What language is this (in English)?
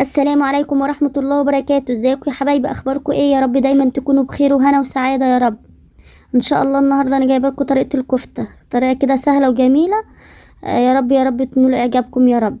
Egyptian Arabic